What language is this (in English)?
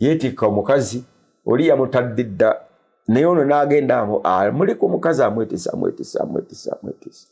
Ganda